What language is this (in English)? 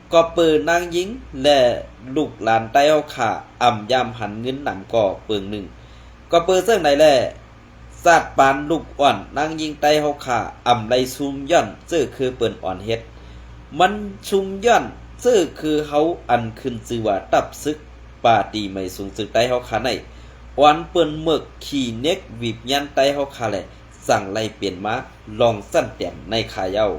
Shan